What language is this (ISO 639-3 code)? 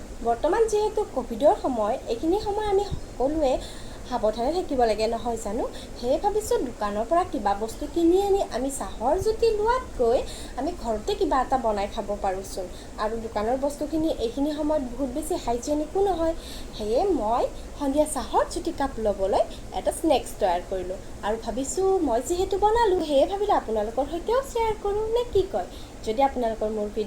asm